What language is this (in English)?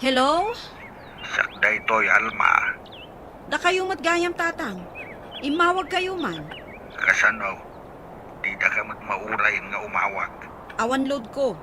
Iloko